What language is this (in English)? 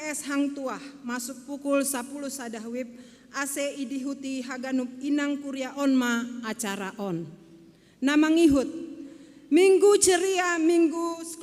Batak Simalungun